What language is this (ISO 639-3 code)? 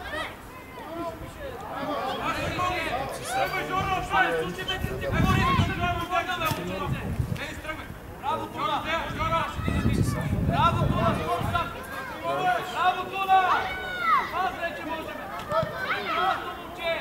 bul